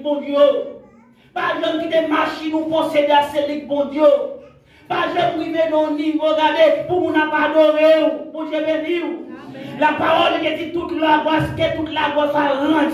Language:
Haitian Creole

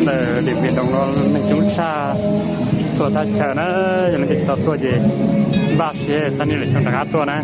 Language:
Hmong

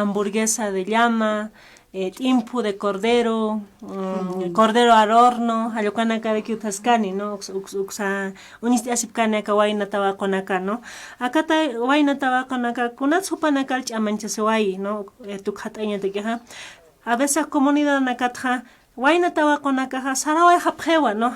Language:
Aymara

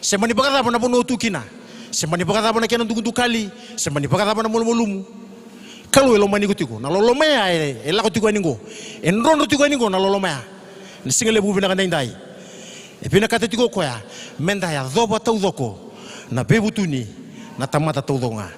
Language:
Fijian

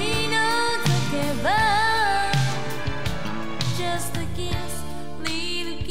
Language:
Japanese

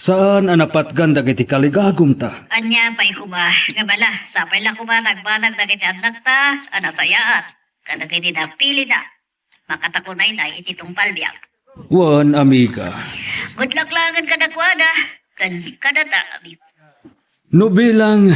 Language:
Iloko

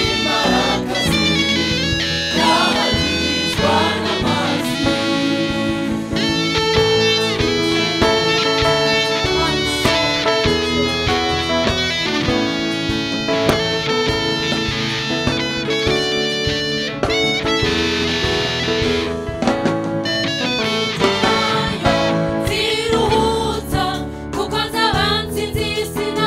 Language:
Kinyarwanda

